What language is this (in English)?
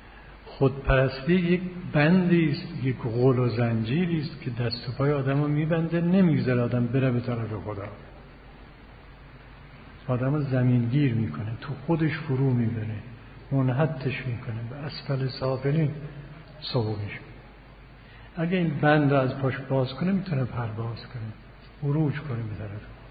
Persian